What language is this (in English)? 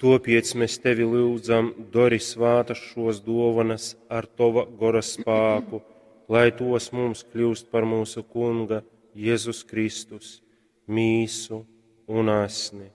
Latgalian